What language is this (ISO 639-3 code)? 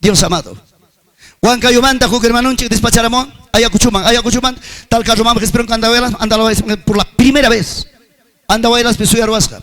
quy